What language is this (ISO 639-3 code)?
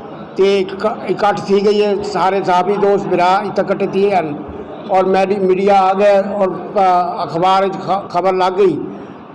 skr